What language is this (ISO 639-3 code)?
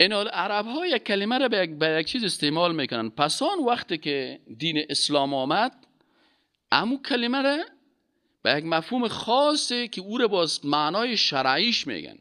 fas